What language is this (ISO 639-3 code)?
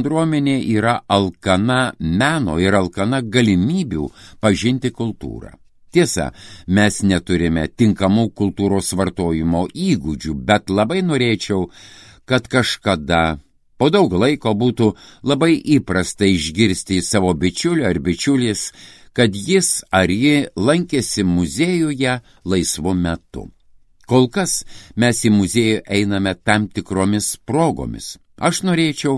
lit